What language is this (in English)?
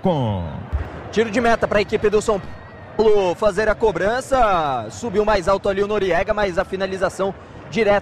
Portuguese